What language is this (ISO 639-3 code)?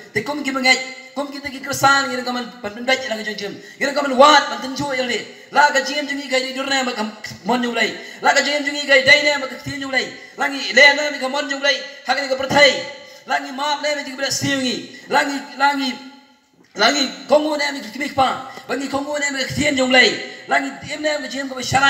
kha